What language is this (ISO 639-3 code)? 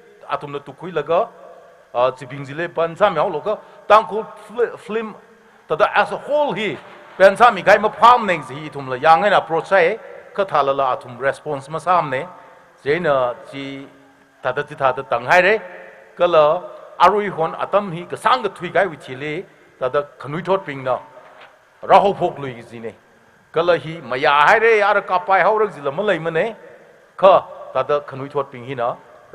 nmf